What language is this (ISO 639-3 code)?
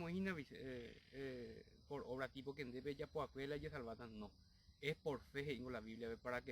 grn